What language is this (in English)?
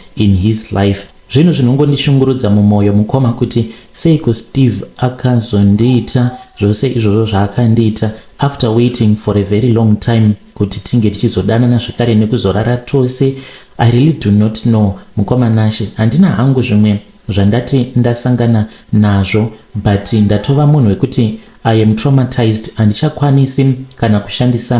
Shona